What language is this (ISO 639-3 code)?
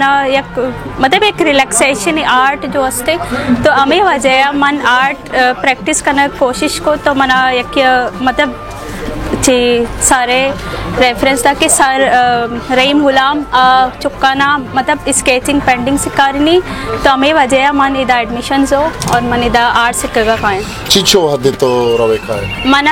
bal